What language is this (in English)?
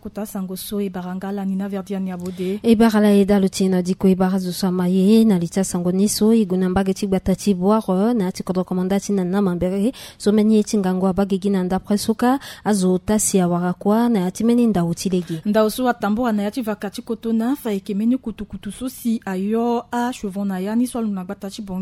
Sango